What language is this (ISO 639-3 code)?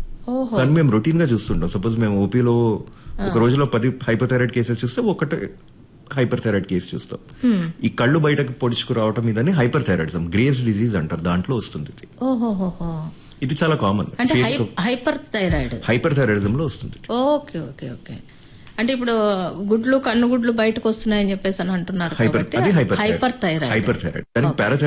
tel